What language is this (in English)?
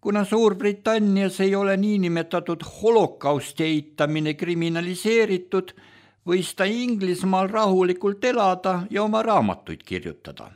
Estonian